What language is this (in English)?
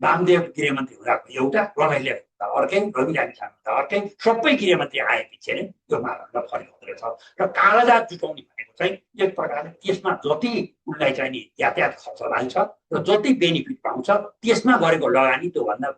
Nepali